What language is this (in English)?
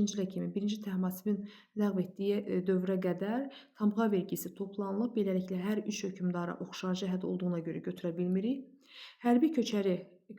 Azerbaijani